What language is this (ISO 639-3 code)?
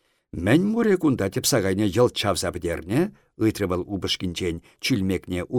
chv